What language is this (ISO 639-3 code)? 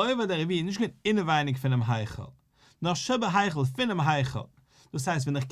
yid